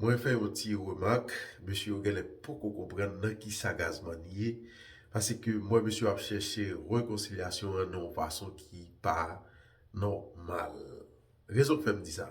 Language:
Haitian Creole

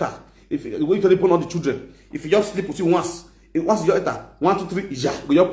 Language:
Nigerian Pidgin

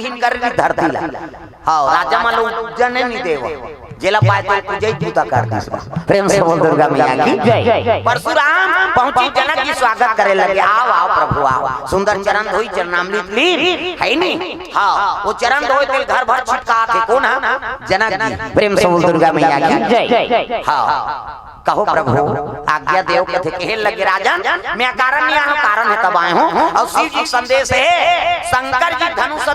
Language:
Chhattisgarhi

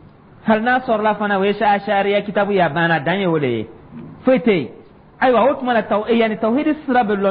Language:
Dyula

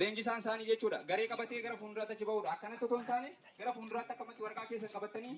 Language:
Oromo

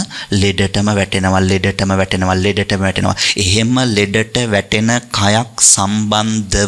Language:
Sinhala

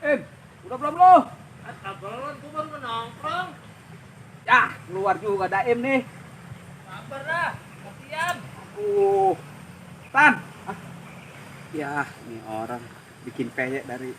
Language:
Betawi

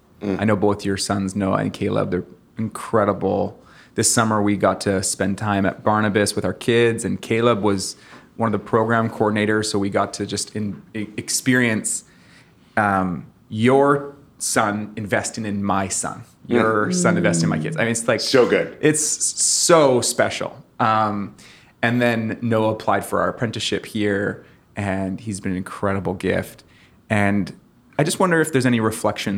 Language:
English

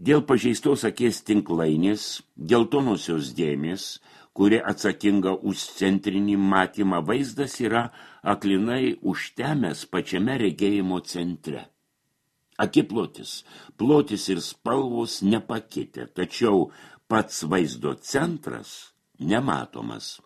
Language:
Lithuanian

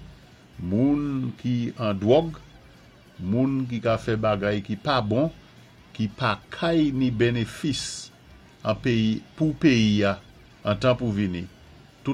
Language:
Saint Lucian Creole French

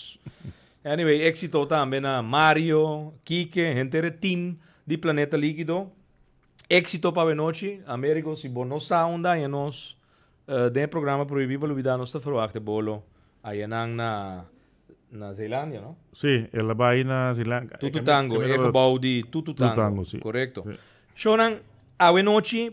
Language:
Papiamento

